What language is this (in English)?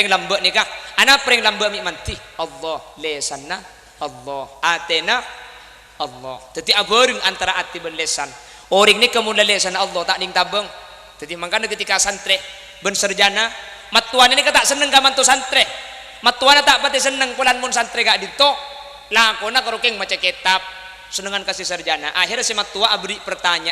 Madurese